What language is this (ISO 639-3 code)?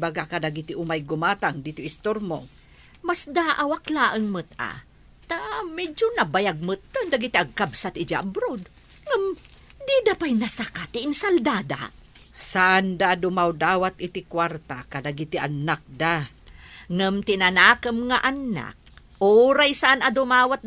ilo